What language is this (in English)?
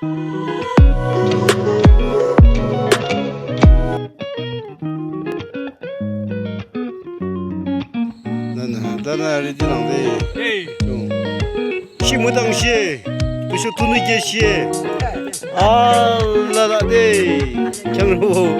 Yimchungru Naga